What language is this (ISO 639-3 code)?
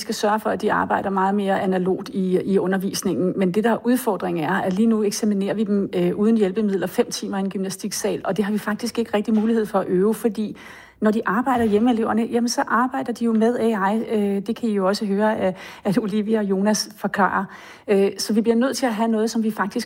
dan